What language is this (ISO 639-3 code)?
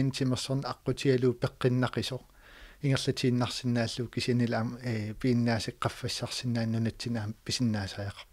kal